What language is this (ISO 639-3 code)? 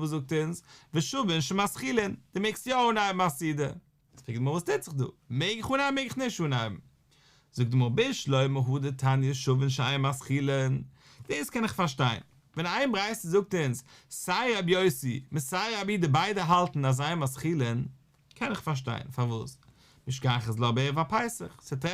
yid